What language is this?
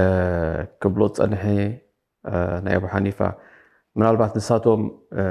Tigrinya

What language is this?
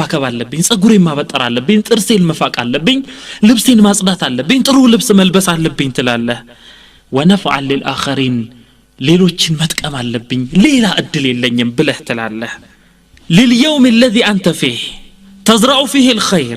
Amharic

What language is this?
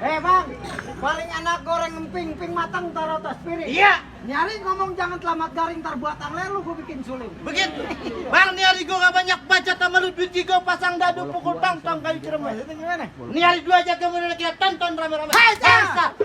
Betawi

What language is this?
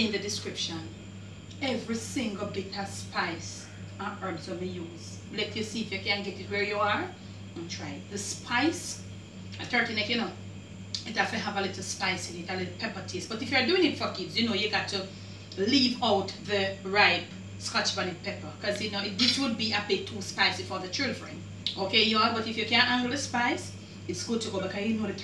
Jamaican Creole English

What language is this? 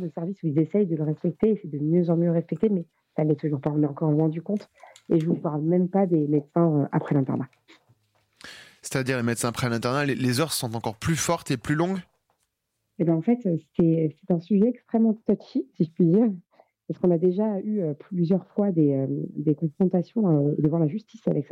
French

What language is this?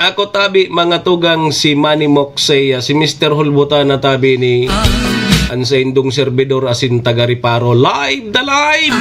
Bikol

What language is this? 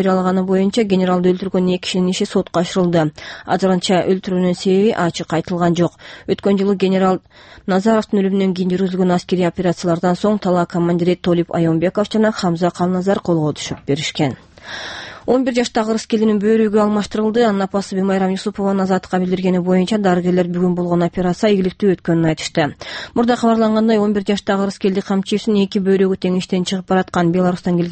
Kyrgyz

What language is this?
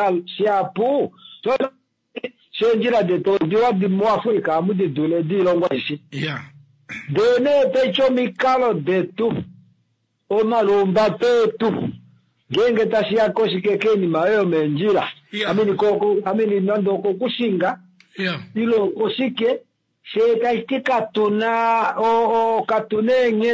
Kuanyama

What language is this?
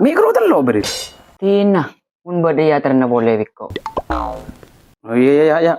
Madurese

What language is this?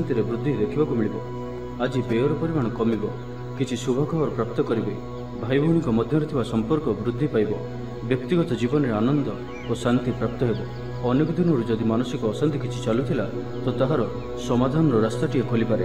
Odia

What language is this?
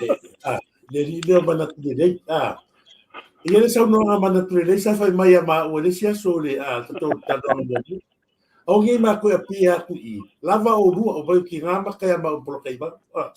Samoan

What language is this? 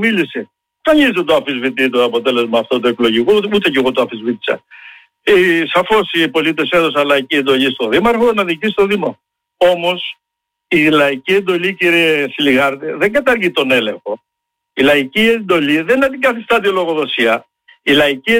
Greek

